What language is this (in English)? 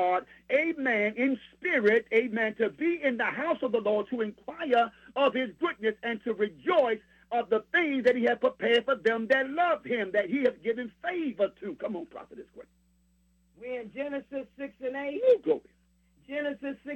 English